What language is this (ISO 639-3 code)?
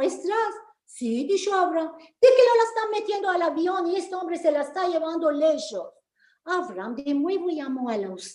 lad